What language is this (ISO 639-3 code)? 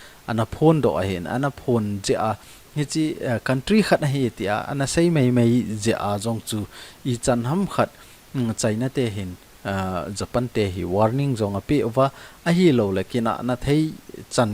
tcz